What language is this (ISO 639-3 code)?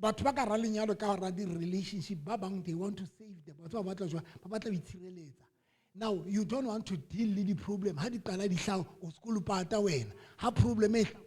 sot